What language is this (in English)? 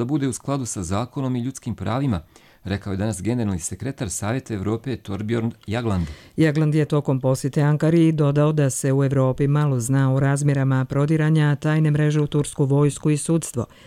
Croatian